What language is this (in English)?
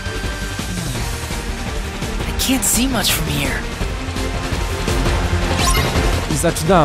Polish